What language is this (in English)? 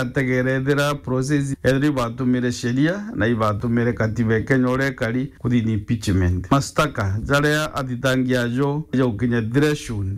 Meru